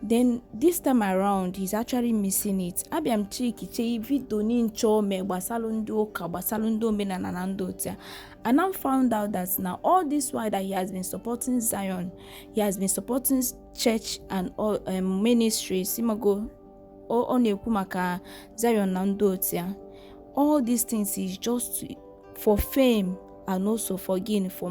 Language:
Igbo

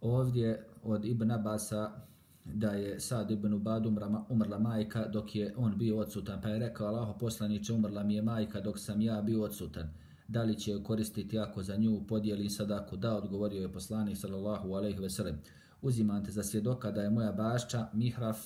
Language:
Bosnian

